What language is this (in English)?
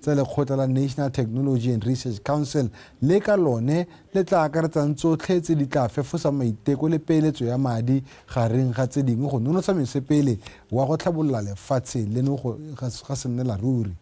Tswana